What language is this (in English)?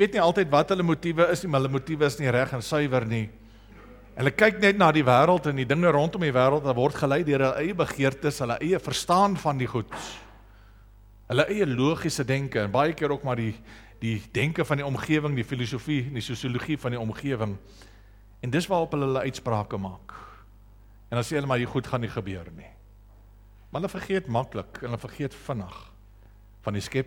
Afrikaans